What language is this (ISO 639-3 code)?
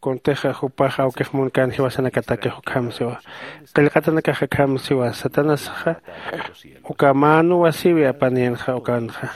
aym